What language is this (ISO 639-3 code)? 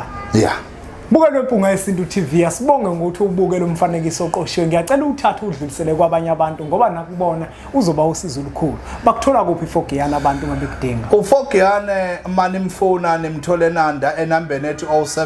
zul